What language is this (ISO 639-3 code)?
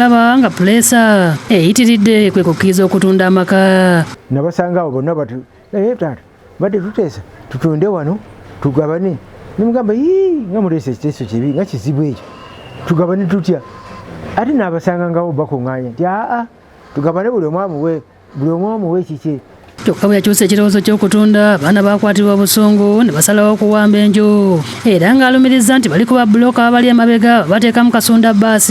lug